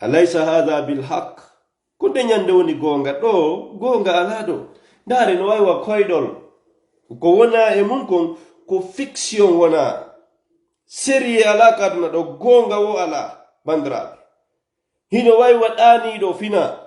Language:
Fula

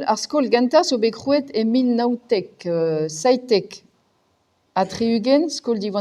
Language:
Breton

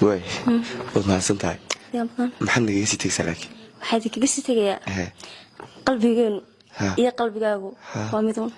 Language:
Somali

